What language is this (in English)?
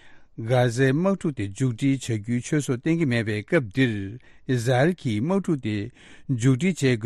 Tibetan